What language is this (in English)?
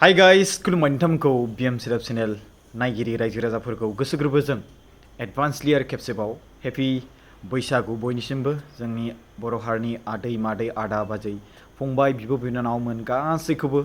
Bodo